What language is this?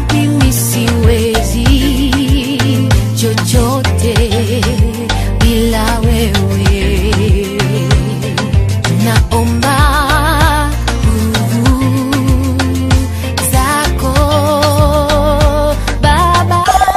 Swahili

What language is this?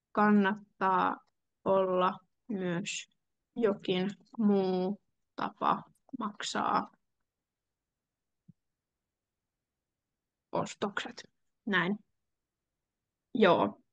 Finnish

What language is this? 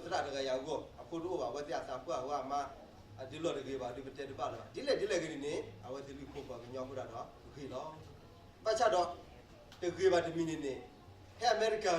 S'gaw Karen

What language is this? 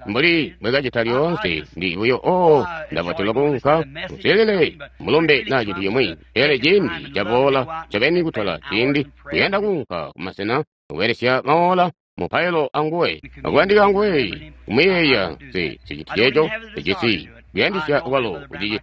Tonga (Zambia)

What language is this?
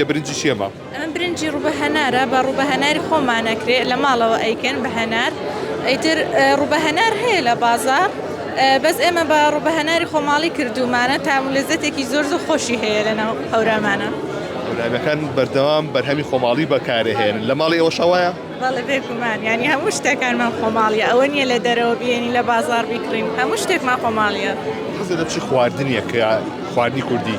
Central Kurdish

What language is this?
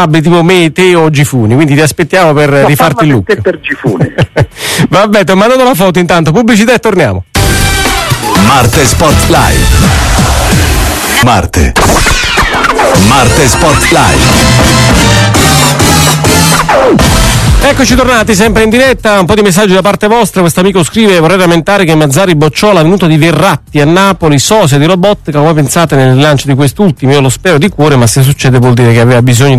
Italian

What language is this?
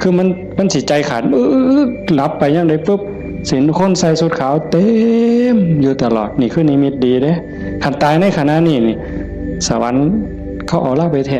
Northeastern Thai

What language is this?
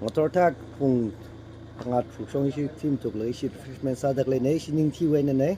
Tangkhul Naga (India)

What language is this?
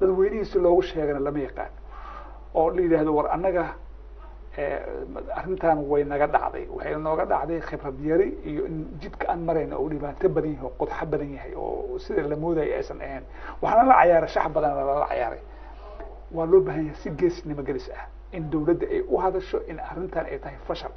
Somali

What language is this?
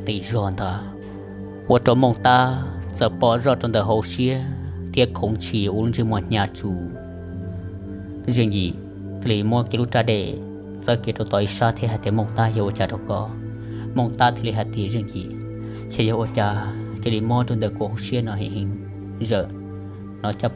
Vietnamese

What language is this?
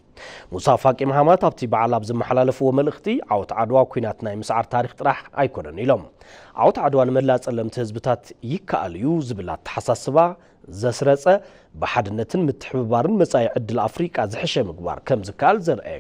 Tigrinya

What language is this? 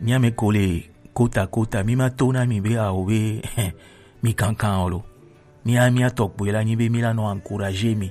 Gen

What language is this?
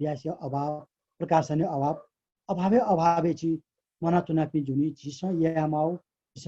Newari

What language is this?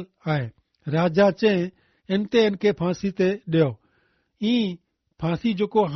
Kachhi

